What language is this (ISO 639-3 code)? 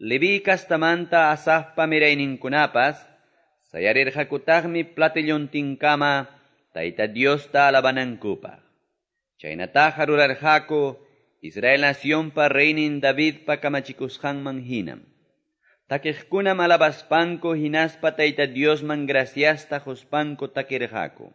que